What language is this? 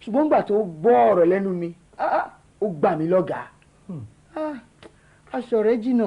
Yoruba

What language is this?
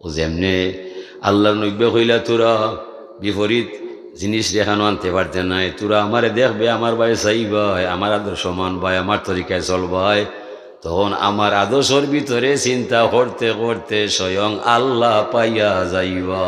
Sylheti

